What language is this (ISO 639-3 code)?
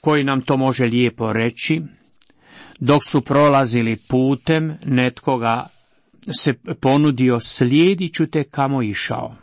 hrv